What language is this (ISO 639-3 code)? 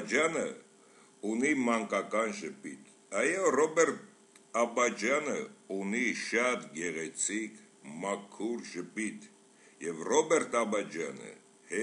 hye